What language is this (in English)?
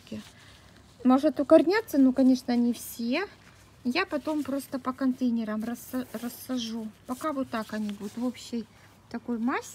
Russian